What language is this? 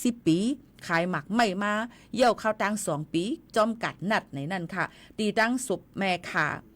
Shan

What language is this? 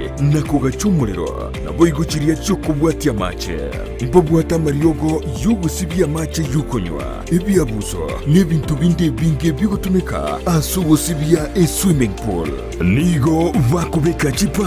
Gusii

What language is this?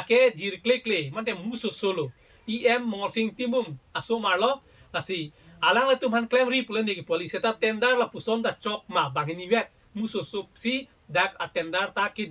Karbi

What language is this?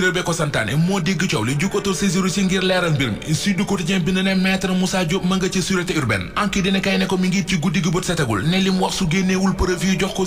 Wolof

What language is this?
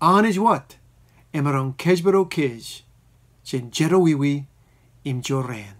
Marshallese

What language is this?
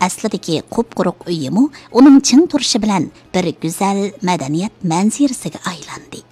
Uyghur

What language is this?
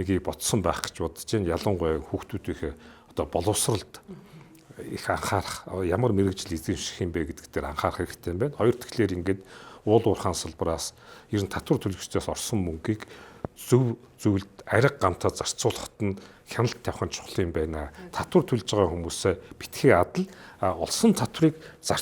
Mongolian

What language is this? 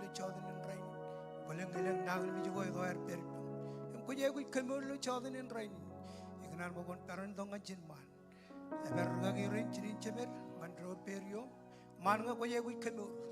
Marshallese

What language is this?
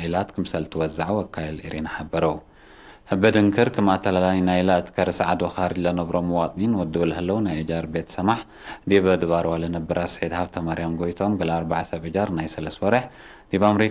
Tigre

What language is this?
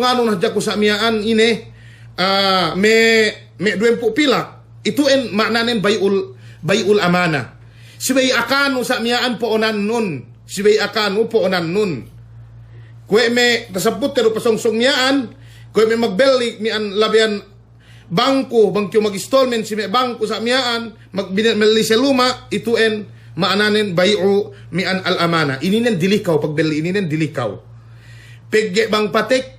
Yakan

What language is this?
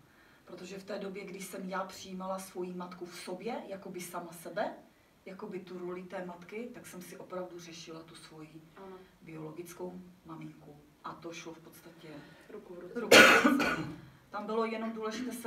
Czech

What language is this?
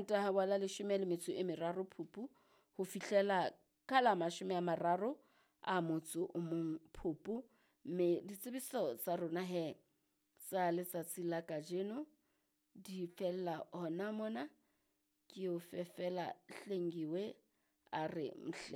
Southern Sotho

